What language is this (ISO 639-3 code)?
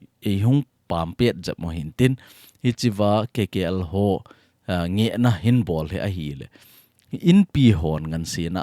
tcz